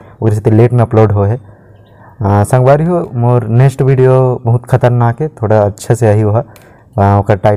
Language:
Chhattisgarhi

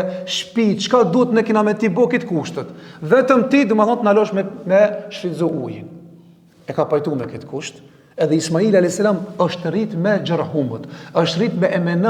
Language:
Albanian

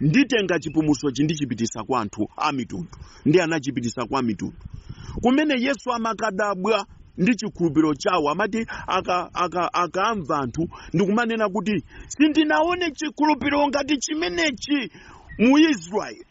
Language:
Nyanja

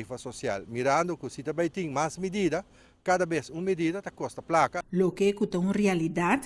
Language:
Papiamento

